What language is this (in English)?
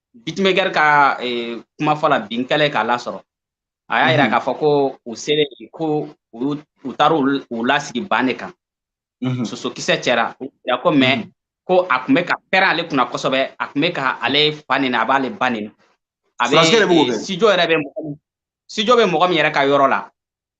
Bambara